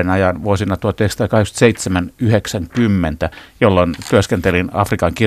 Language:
Finnish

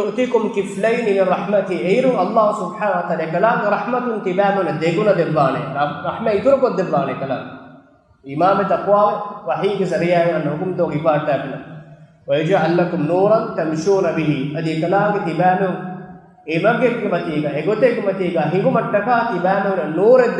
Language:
Divehi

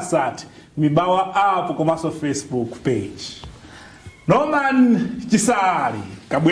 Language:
Nyanja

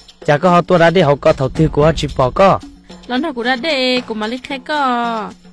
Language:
Hmong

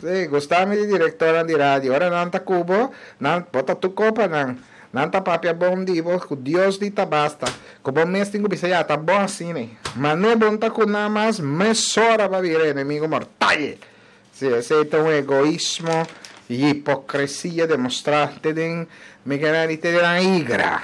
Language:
Papiamento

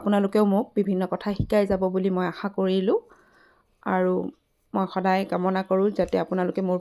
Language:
Assamese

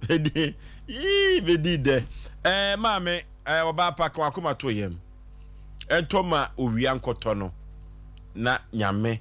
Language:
Akan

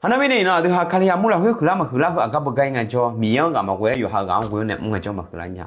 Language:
Akha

